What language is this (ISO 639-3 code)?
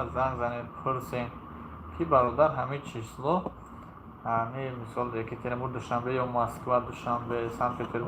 tgk